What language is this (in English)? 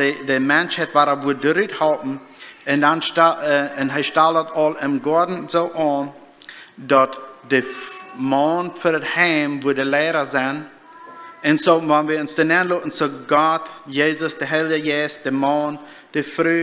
Plautdietsch